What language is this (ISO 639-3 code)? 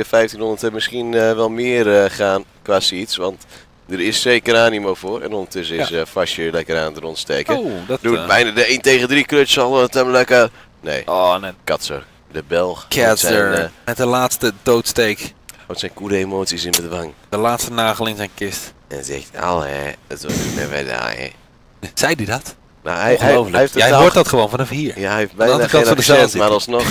nld